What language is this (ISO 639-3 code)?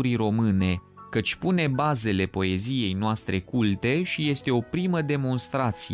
ron